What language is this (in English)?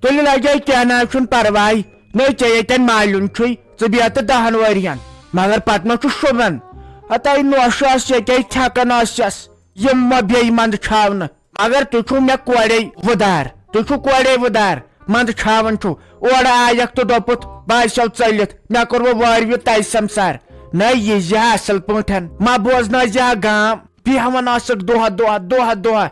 Kashmiri